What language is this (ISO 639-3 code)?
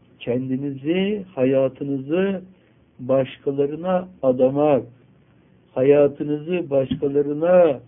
tur